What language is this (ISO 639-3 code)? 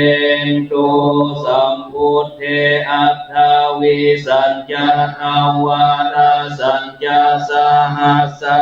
pli